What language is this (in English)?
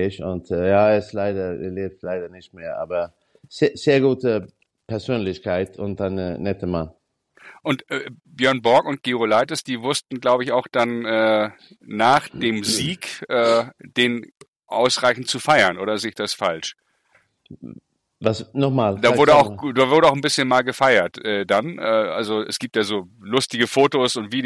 German